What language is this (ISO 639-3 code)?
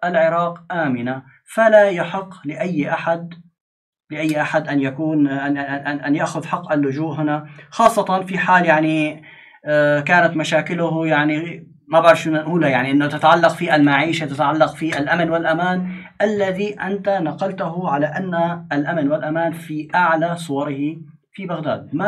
ara